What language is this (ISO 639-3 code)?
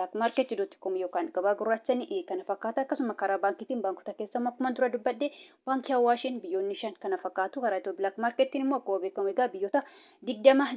orm